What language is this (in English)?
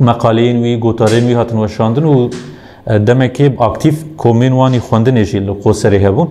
Kurdish